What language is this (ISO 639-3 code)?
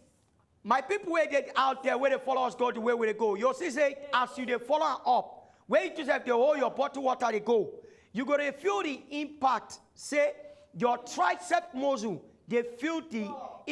pcm